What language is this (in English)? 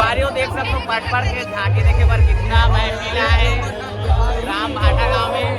Chhattisgarhi